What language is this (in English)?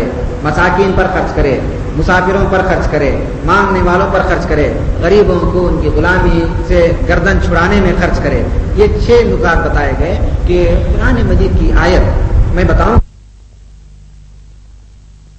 Urdu